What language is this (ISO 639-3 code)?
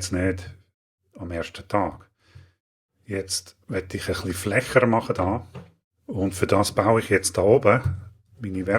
gsw